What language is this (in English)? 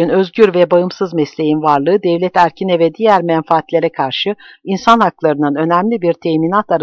Turkish